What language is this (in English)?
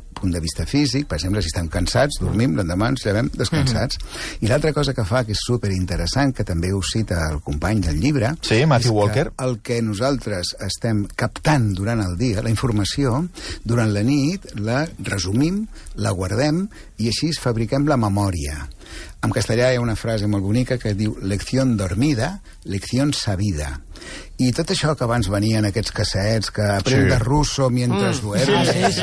Catalan